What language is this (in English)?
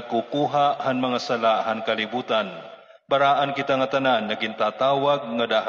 Waray